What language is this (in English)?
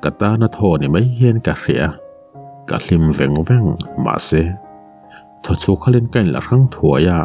Mizo